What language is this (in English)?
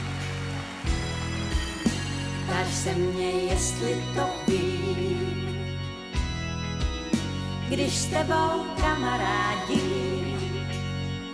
Czech